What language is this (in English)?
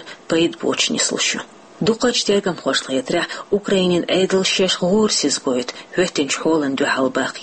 Chechen